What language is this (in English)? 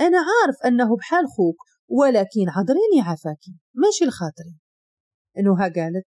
Moroccan Arabic